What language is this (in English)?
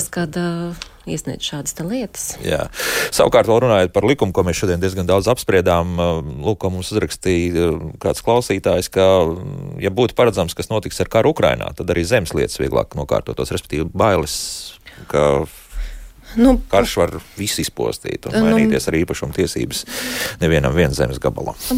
Latvian